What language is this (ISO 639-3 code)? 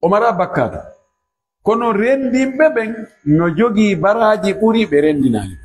ful